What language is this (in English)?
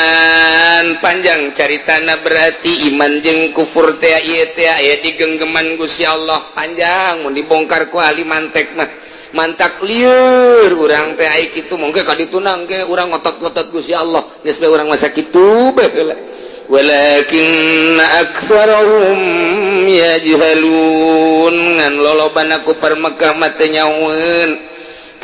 Sundanese